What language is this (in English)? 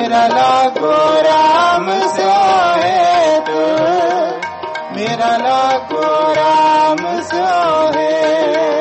Punjabi